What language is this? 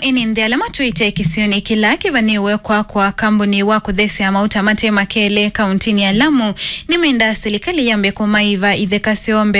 Kamba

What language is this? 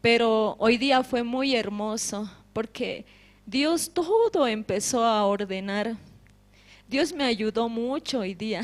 Aymara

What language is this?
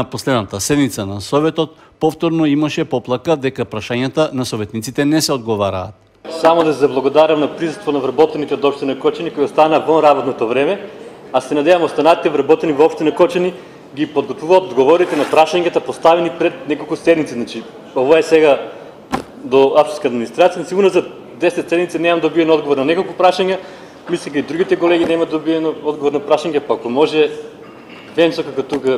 Macedonian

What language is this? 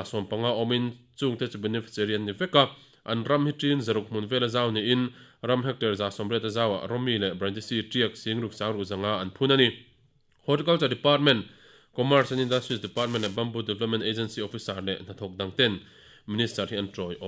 Mizo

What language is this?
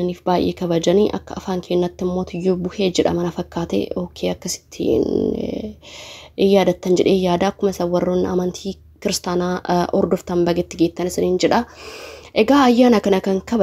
Oromo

